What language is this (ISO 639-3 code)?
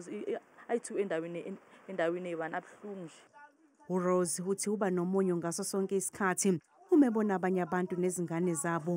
zul